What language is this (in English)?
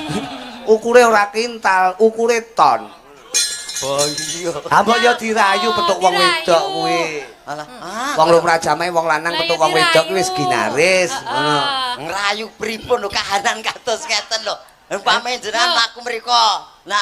Javanese